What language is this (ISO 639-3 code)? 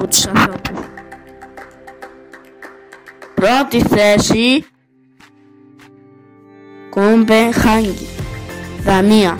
ell